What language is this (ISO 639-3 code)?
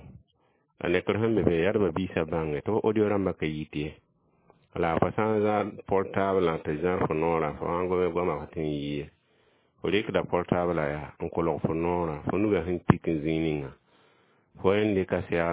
mos